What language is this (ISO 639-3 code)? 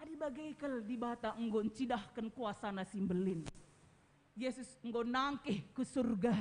btx